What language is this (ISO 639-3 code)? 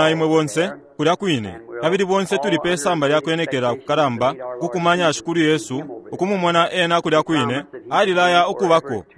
bem